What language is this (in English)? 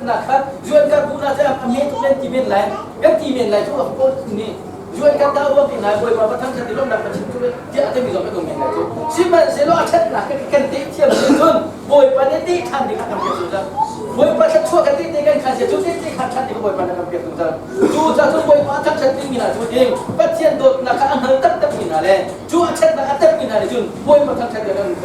Hakha Chin